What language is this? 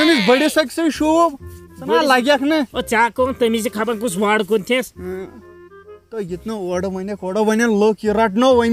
Kashmiri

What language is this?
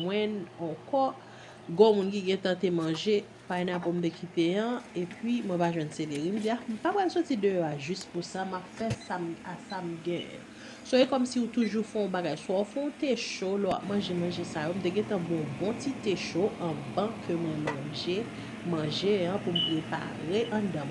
Haitian Creole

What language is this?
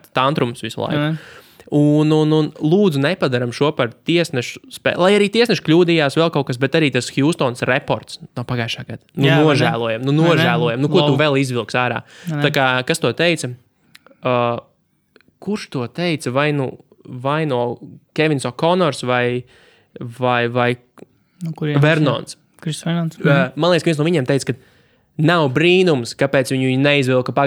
Latvian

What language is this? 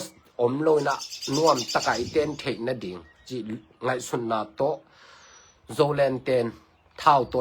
Tedim Chin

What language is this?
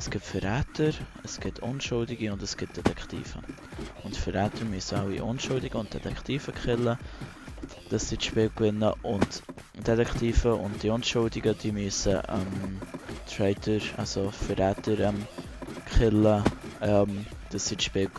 Swiss German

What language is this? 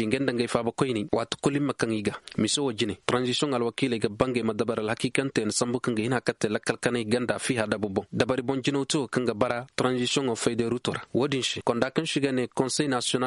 Koyraboro Senni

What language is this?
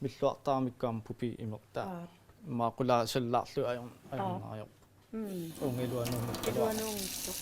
Kalaallisut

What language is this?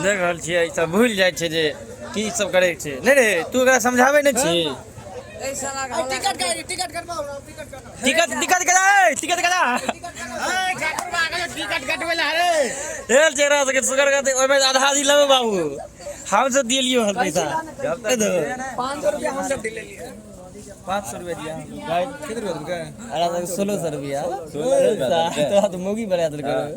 Maithili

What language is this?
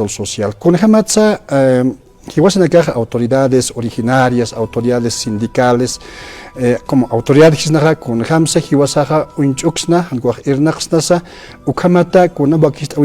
Aymara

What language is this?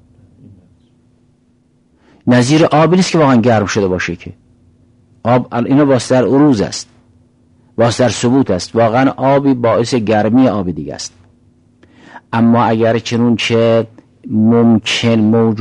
Persian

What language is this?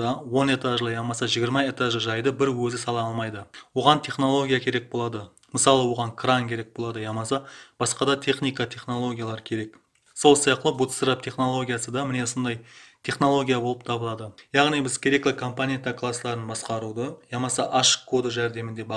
Kara-Kalpak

